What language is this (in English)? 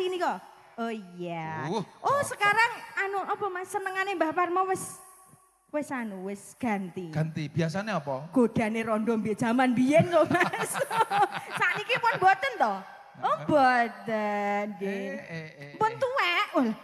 Javanese